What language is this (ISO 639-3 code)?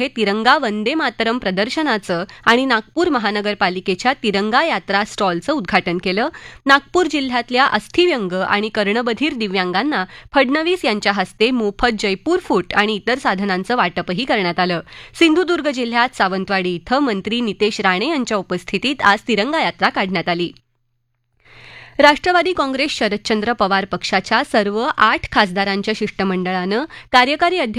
mar